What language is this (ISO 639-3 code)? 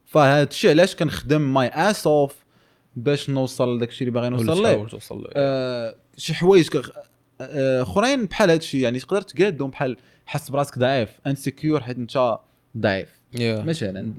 ary